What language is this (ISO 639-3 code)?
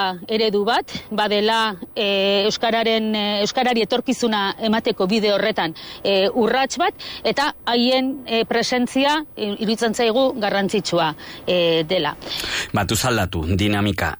eus